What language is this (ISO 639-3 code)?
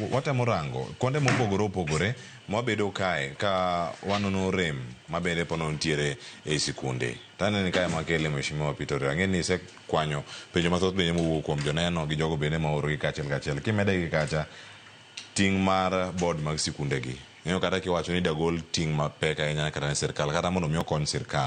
luo